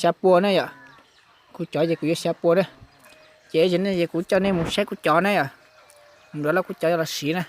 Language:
Hmong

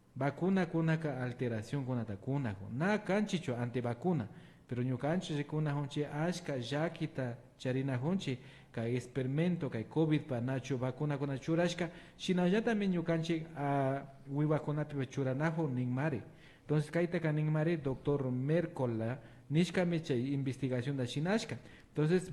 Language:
Imbabura Highland Quichua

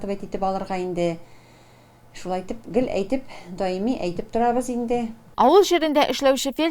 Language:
Tatar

